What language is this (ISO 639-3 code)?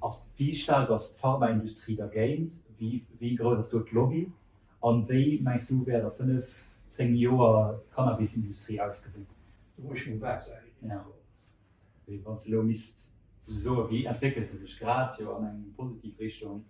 ltz